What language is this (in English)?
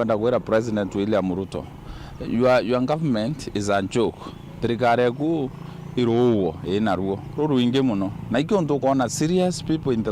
Meru